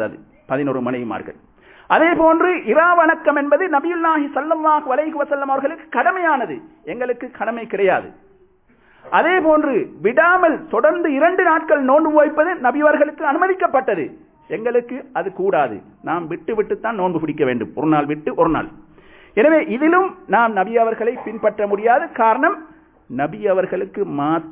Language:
Tamil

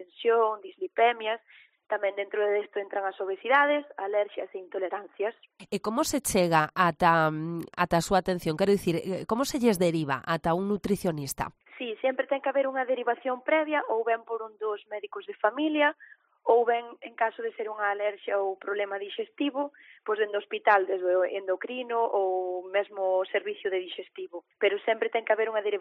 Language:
Galician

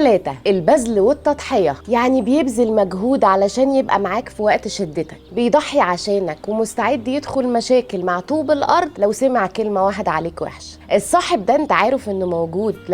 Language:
Egyptian Arabic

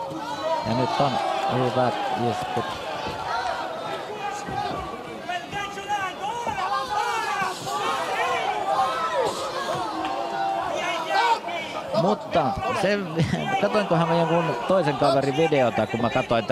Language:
Finnish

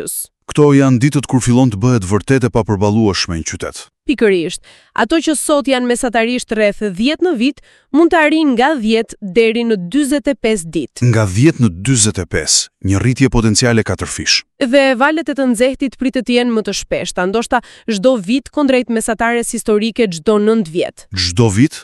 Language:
Albanian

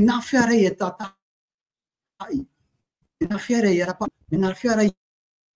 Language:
Tahitian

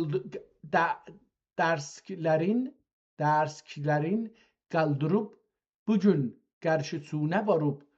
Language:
South Azerbaijani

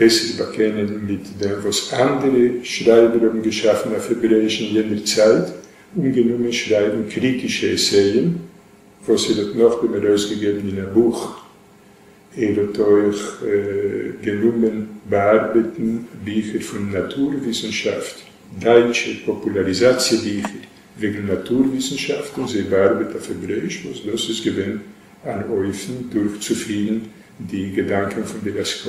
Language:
Yiddish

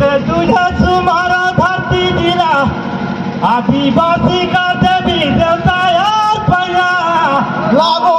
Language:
Surgujia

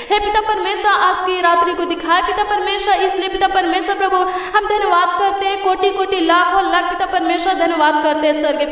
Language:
Hindi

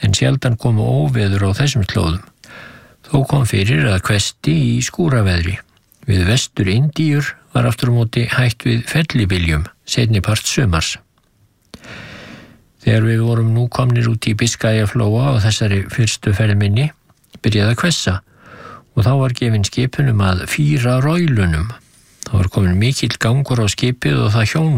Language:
Icelandic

